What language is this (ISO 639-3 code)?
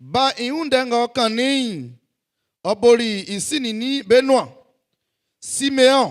bci